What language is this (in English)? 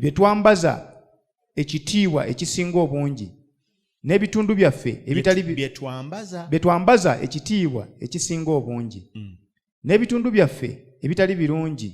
Ganda